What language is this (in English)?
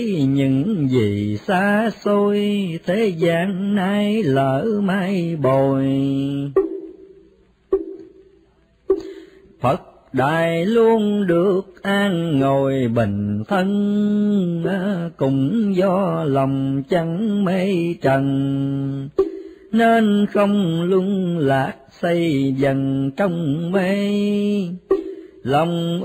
Vietnamese